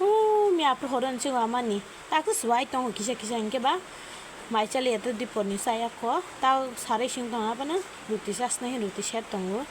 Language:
Kok Borok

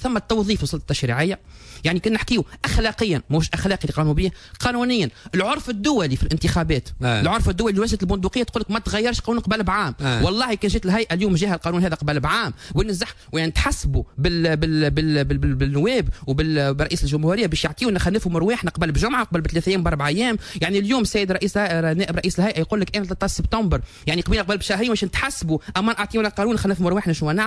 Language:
Tunisian Arabic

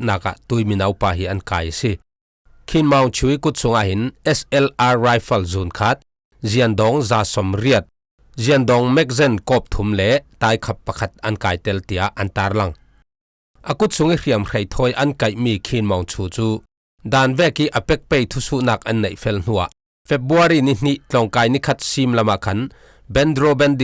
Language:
Falam Chin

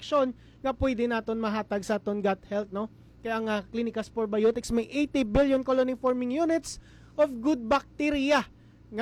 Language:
Hiligaynon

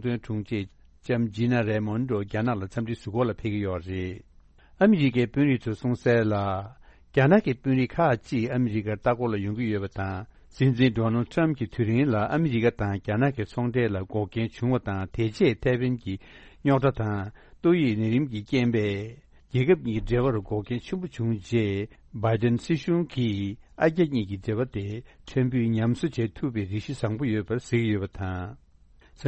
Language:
Tibetan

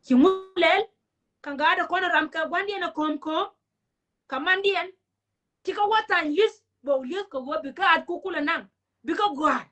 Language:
Nuer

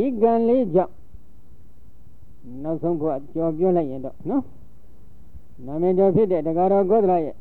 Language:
Burmese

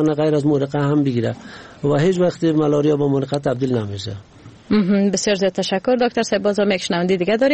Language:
Persian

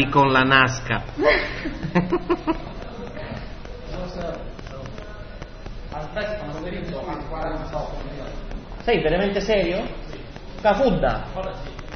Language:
Italian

